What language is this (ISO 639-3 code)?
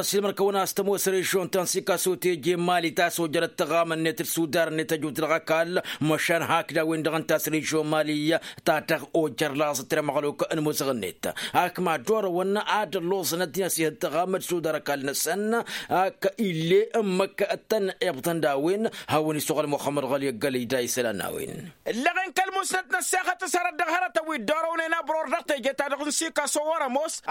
taq